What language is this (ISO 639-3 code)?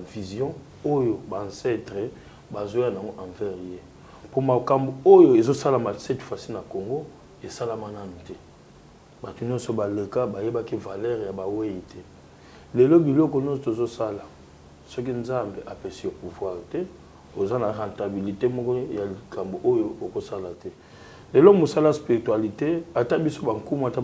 lin